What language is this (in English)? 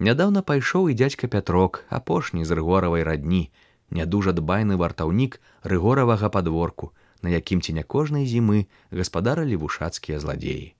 Belarusian